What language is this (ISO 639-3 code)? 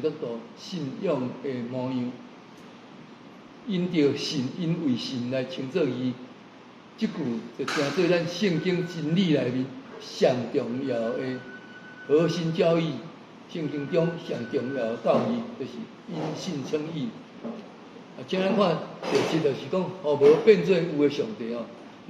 nan